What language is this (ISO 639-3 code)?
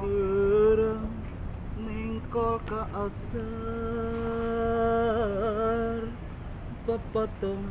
bew